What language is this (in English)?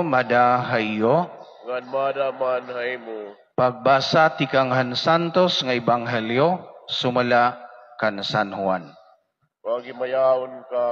Waray